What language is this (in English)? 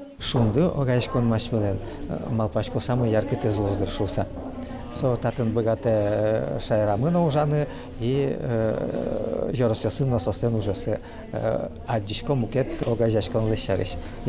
Udmurt